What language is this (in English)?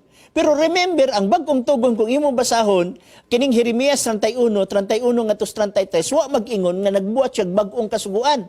Cebuano